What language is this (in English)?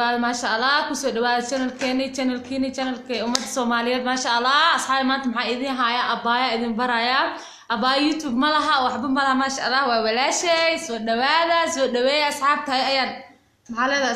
Somali